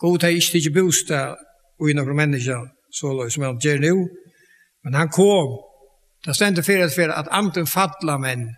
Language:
Faroese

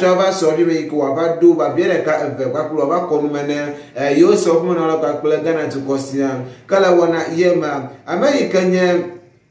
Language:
Ewe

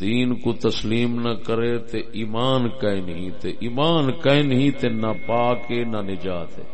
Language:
Saraiki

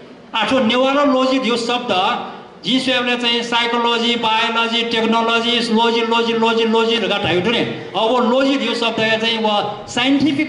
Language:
Newari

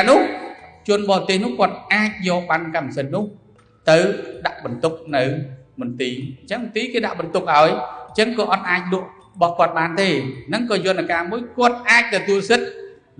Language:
Khmer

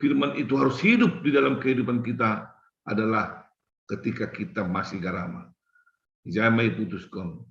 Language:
Batak Simalungun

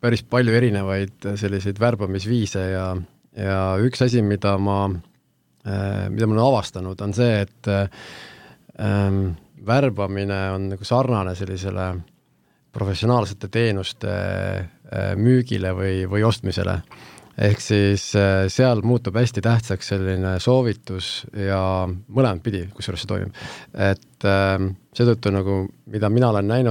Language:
Estonian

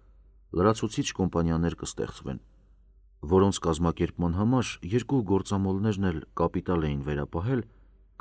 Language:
Armenian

